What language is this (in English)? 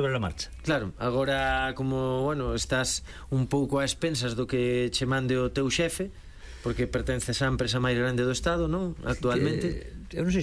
Galician